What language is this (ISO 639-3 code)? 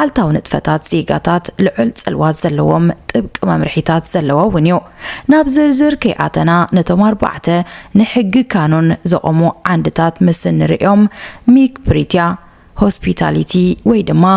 tir